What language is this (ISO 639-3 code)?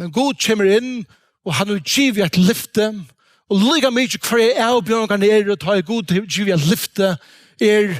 fao